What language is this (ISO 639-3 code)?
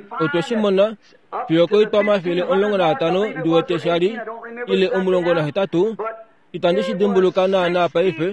kua